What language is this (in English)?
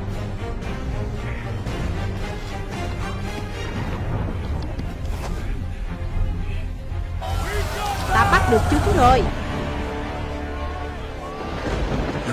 Vietnamese